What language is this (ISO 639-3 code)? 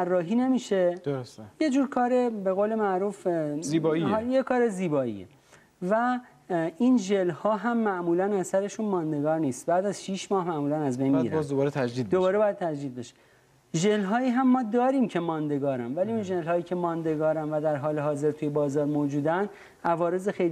fas